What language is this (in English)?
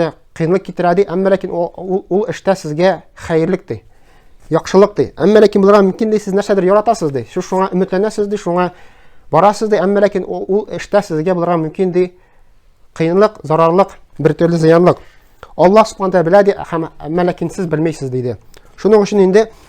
Tatar